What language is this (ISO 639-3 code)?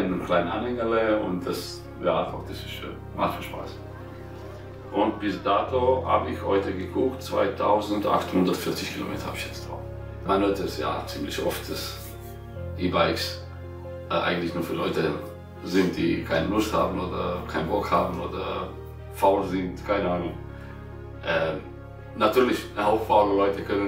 deu